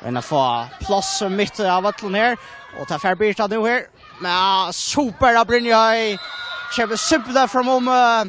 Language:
Faroese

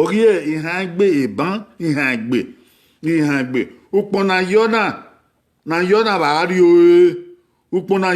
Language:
Bini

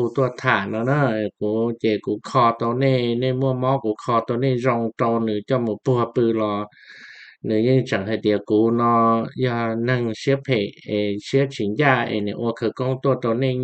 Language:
Hmong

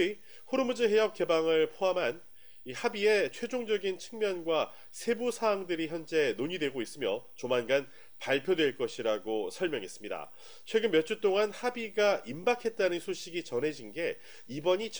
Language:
Korean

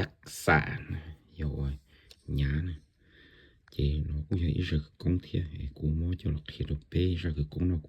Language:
Hmong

